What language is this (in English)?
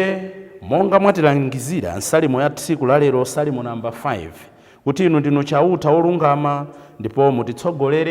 Nyanja